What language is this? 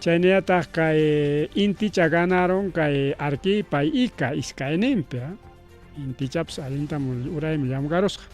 Ayacucho Quechua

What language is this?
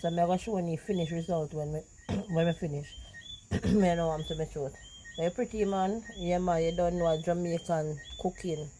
Jamaican Creole English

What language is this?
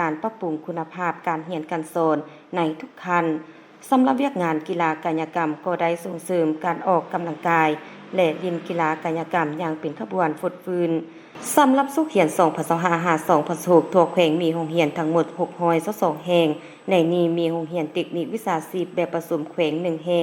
Lao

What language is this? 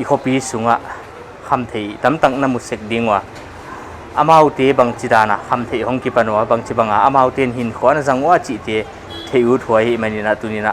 Paite Chin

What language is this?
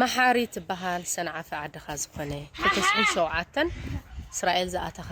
Tigrinya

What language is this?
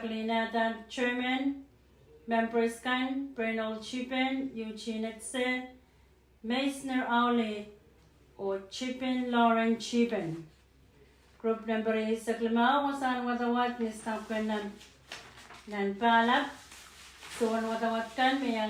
Pohnpeian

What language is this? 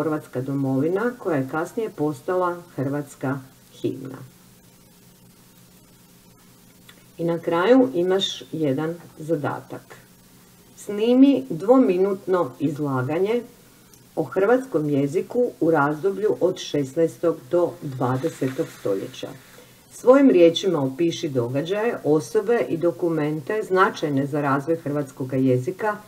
Croatian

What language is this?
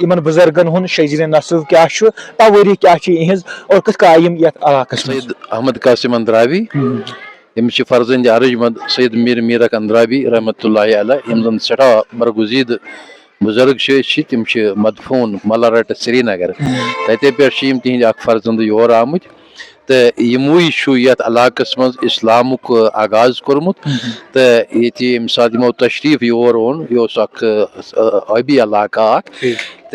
Kashmiri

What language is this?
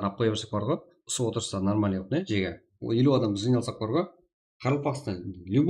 Kara-Kalpak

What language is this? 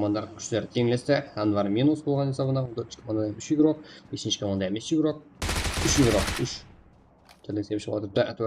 Kara-Kalpak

